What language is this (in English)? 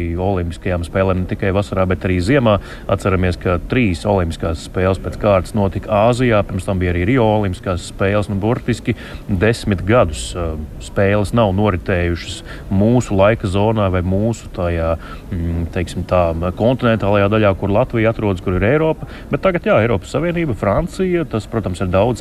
Latvian